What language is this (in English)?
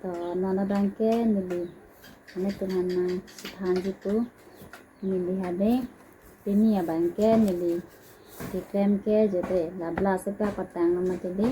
Karbi